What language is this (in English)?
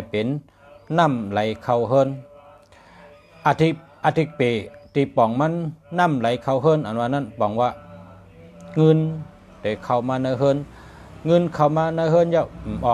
Shan